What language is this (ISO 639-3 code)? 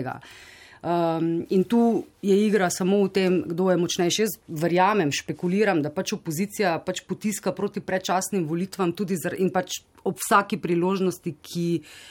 slv